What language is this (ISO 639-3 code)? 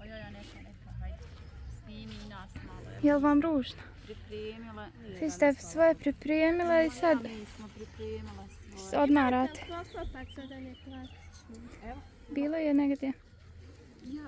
bos